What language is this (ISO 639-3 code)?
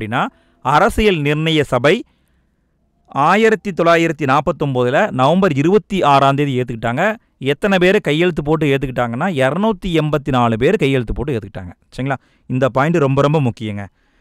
tam